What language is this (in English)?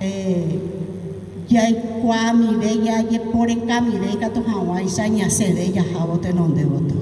Guarani